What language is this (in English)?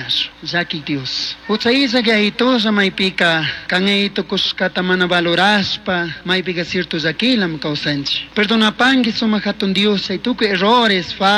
Chimborazo Highland Quichua